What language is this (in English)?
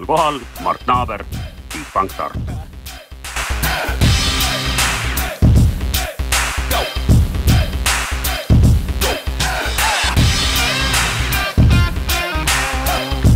Estonian